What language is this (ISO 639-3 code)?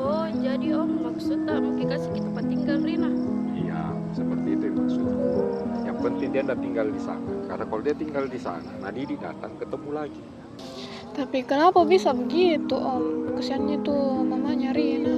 mfp